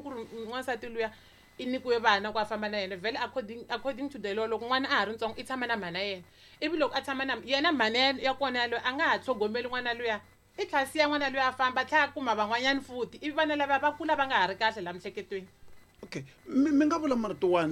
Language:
Tsonga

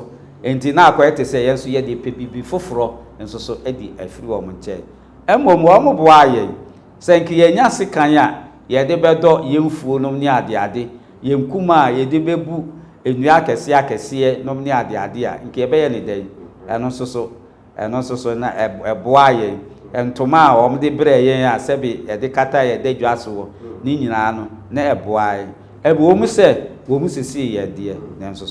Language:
Akan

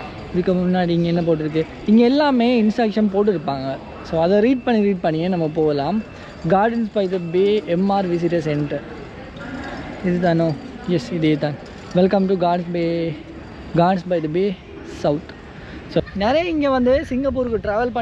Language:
Tamil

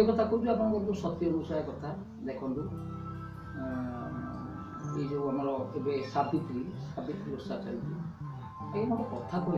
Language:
Odia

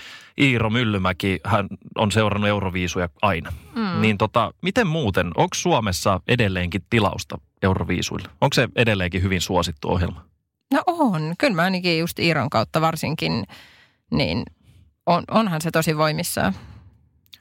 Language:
Finnish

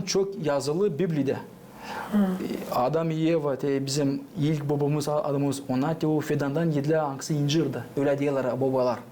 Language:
Gagauz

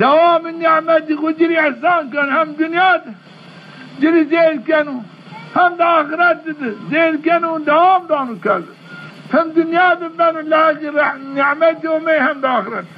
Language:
Zaza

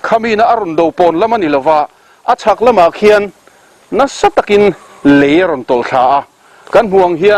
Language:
Mizo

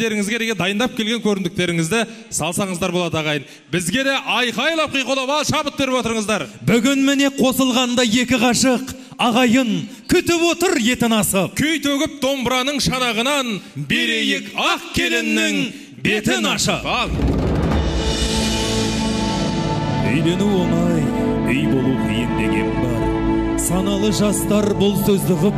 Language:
Kazakh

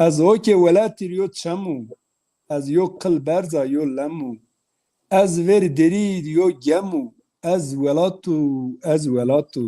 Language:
Zaza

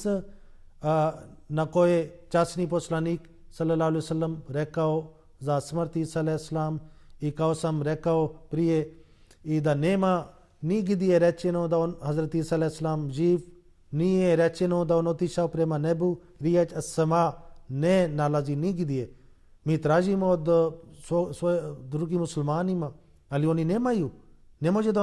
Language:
Bosnian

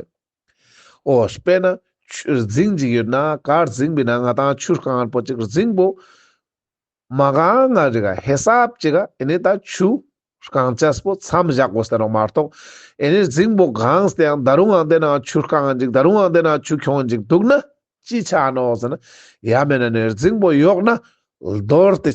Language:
Ladakhi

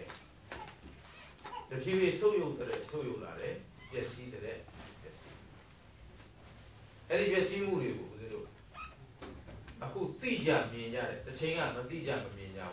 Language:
Burmese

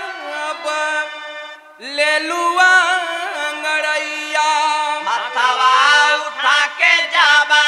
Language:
Bhojpuri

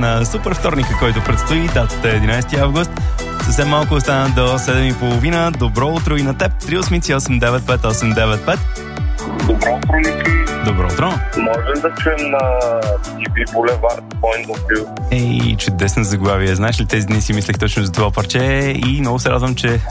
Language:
Bulgarian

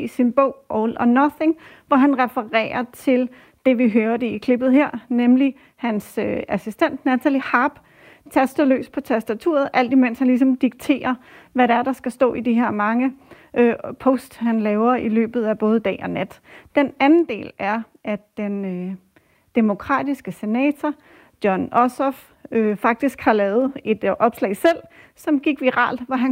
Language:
Danish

